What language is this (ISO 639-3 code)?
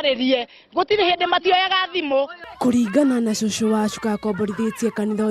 kik